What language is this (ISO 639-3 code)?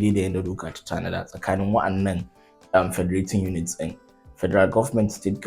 hau